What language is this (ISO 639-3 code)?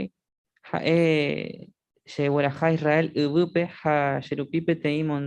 grn